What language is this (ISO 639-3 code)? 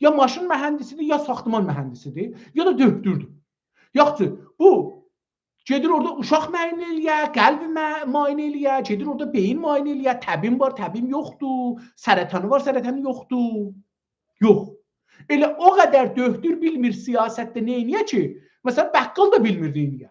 azb